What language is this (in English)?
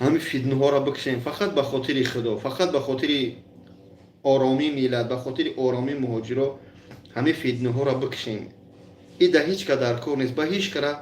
Tajik